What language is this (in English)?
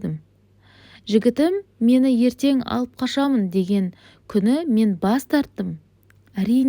Kazakh